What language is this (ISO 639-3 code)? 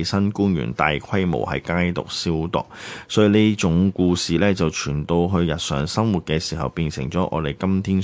yue